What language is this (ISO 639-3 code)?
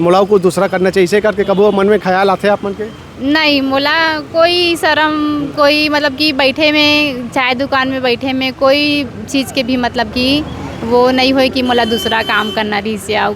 hne